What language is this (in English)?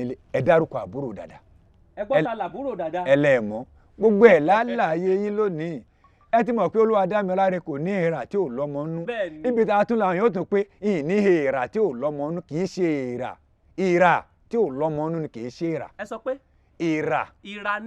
Yoruba